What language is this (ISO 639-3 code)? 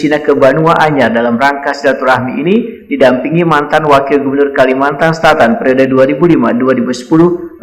bjn